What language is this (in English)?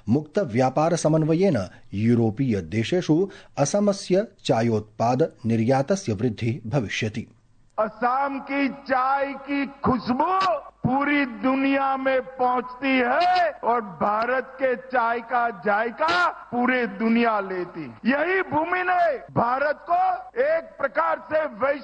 Sanskrit